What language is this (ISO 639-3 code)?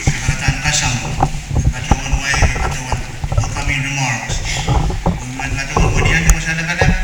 pon